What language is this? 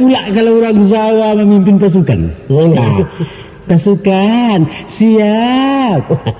Minangkabau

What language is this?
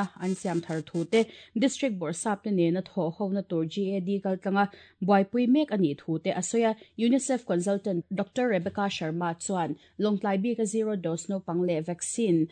Mizo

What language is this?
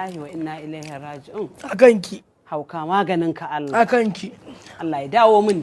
Hausa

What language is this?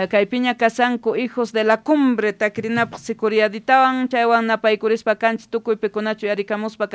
South Bolivian Quechua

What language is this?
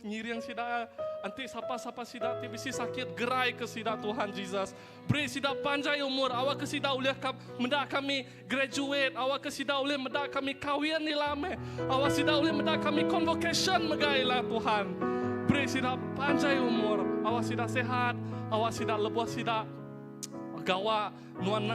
Iban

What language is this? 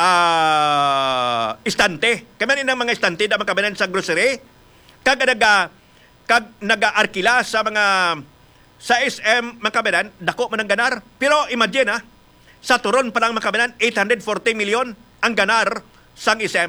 Hiligaynon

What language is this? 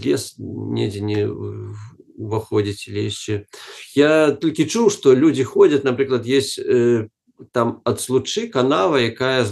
Belarusian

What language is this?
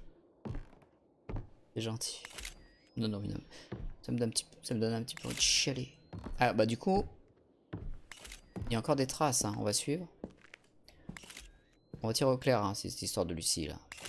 French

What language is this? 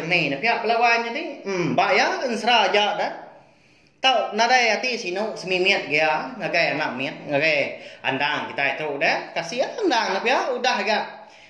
Iban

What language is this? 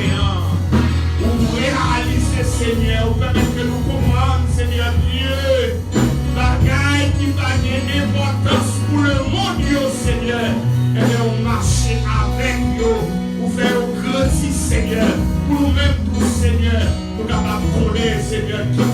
Haitian Creole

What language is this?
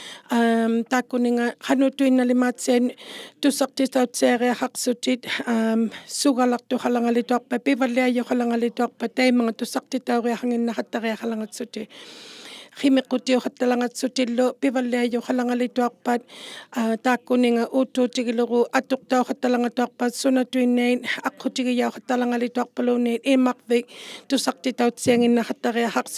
Inuktitut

